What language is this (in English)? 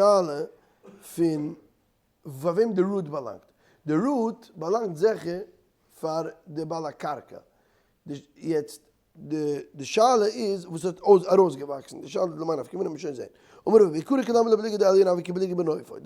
Yiddish